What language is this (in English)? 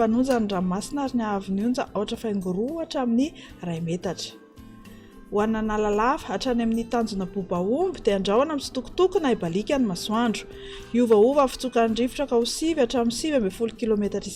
Malagasy